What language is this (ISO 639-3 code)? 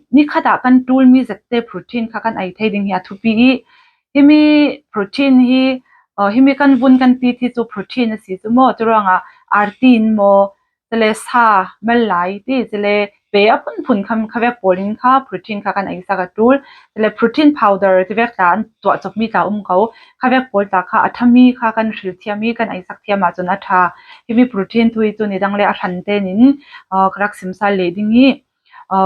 cfm